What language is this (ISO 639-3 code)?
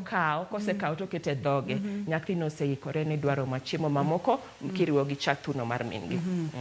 luo